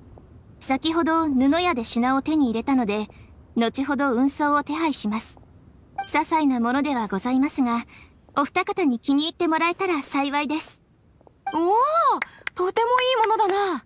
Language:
Japanese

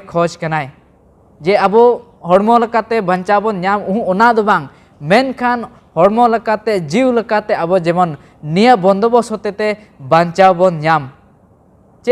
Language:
Santali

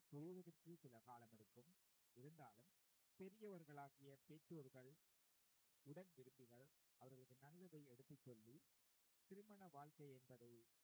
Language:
Tamil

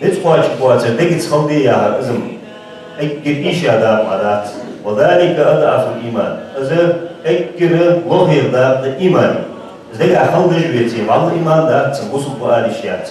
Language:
Ingush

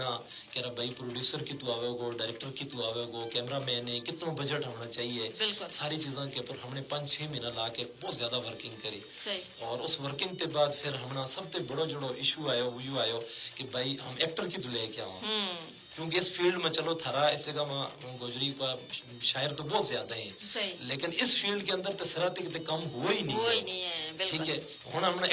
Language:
Gujari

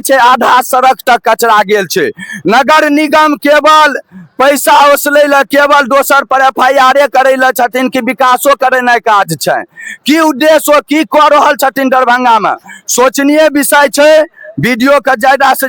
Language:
Maithili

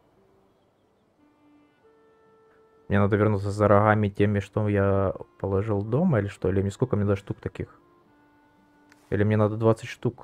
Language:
Russian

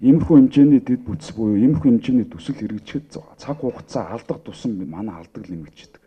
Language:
Mongolian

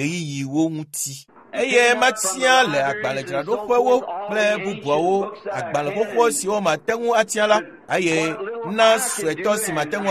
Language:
Ewe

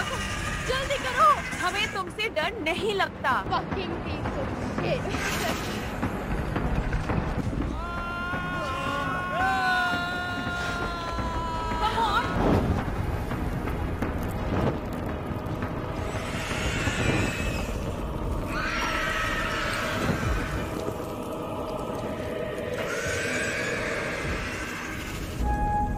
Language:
Hindi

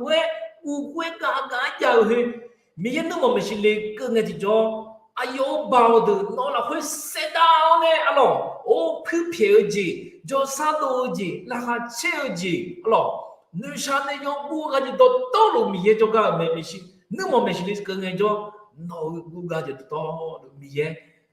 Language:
Akha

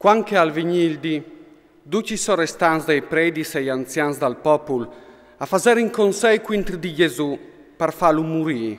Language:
Friulian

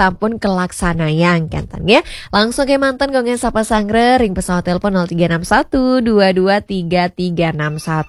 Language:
Balinese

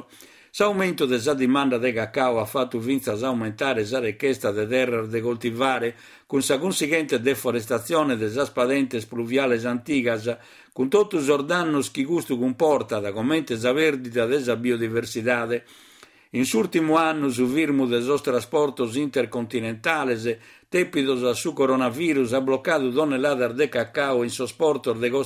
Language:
Sardinian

